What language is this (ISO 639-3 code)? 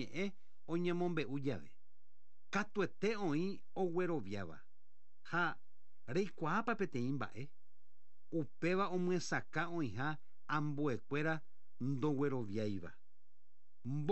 grn